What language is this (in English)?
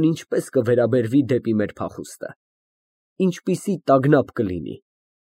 Armenian